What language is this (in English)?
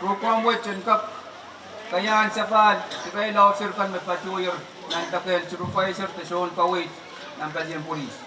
Pohnpeian